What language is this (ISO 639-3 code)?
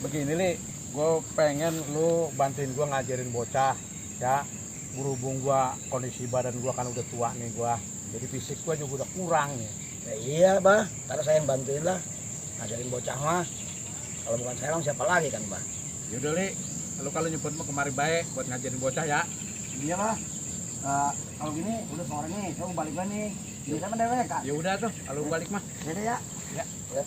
bew